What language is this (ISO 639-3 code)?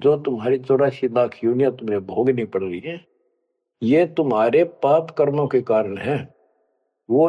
hin